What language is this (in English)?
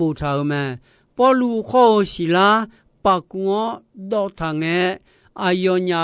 Akha